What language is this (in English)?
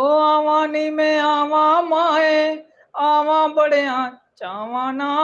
Dogri